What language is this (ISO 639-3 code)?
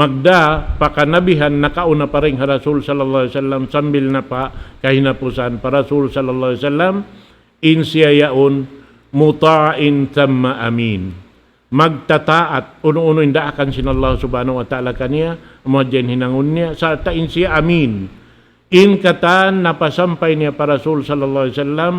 tsg